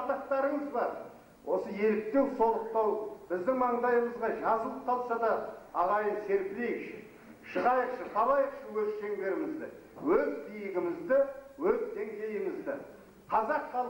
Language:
Kazakh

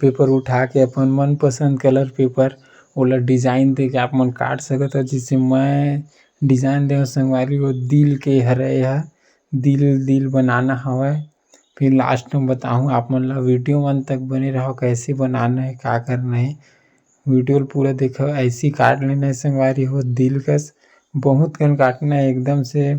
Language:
Chhattisgarhi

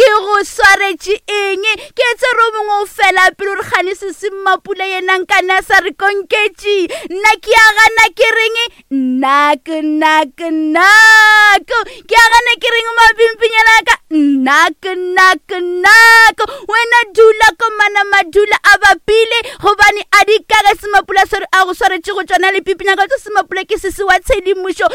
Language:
Northern Sotho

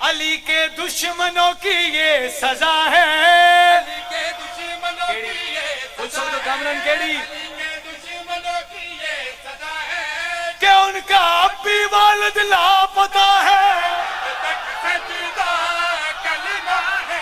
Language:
Pahari-Potwari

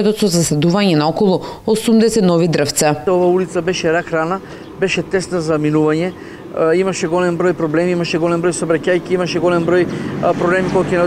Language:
Macedonian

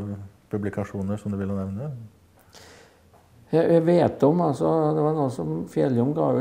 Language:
Norwegian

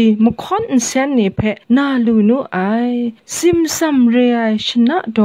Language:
Kachin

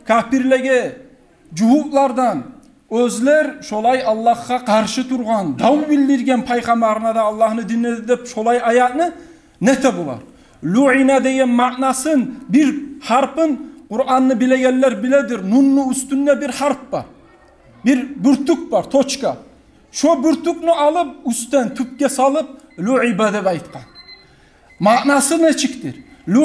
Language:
Kumyk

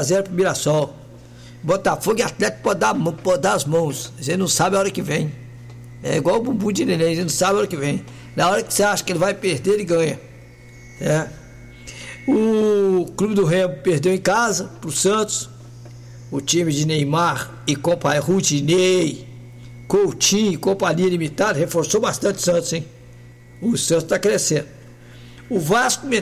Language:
Portuguese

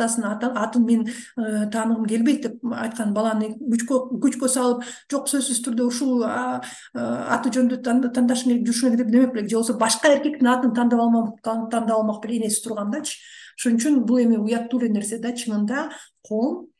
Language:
Kyrgyz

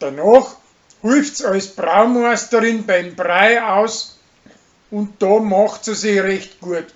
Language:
Bavarian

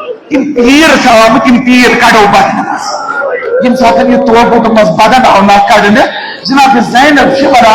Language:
Kashmiri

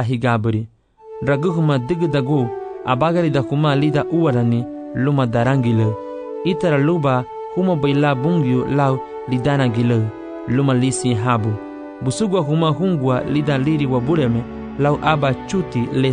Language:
Garifuna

